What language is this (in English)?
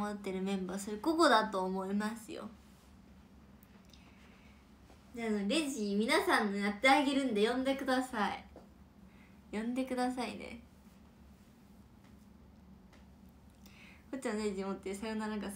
Japanese